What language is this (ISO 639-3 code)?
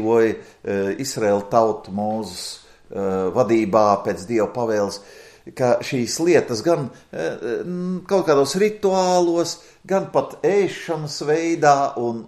lav